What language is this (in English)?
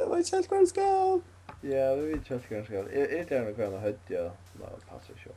Faroese